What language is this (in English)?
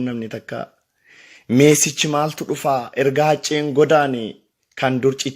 Oromo